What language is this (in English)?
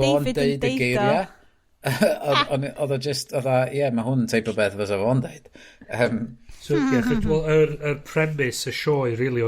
Welsh